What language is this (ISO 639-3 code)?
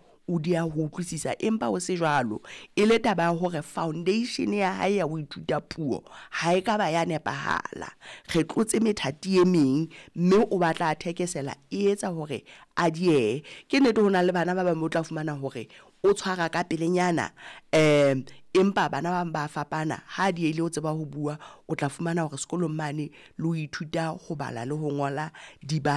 sot